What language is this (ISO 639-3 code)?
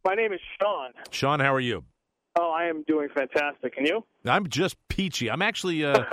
eng